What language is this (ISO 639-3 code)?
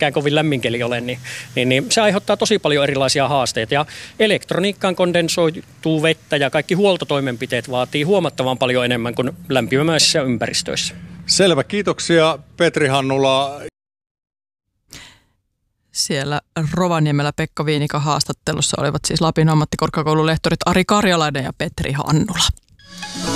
fin